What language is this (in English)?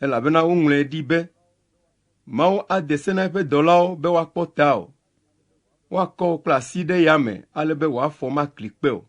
Ewe